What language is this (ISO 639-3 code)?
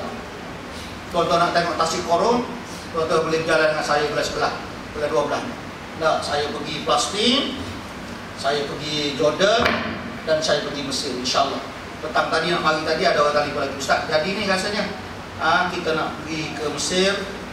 msa